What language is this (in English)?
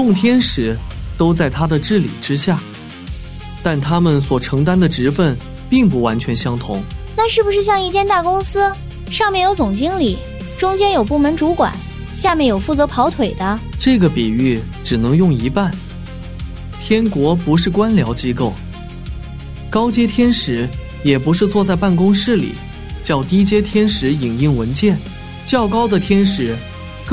Chinese